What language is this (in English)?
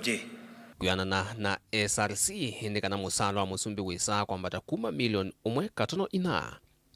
Kamba